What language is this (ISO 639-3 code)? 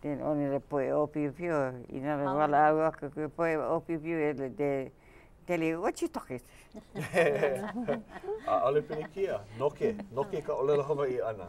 haw